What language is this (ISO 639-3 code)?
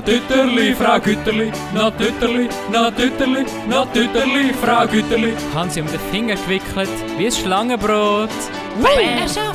gsw